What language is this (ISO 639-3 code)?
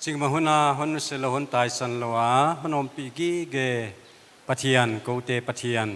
pck